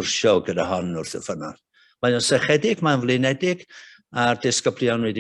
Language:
Welsh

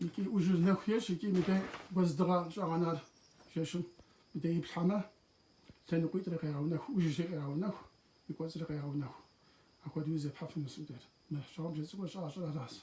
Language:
Kabardian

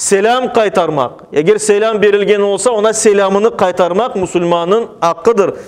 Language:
Crimean Tatar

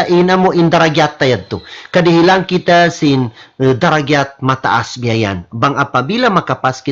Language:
Tausug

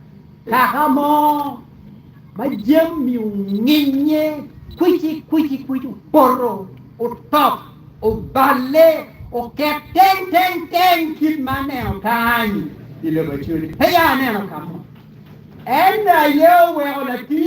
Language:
Acoli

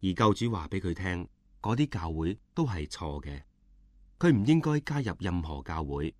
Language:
Cantonese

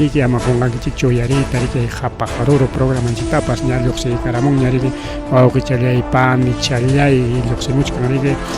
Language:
Ayacucho Quechua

